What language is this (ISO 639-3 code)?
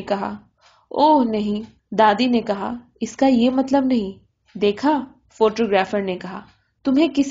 urd